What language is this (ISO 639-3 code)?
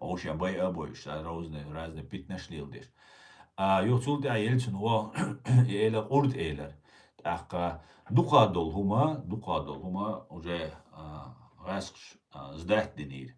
che